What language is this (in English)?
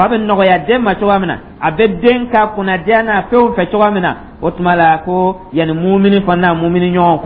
Dyula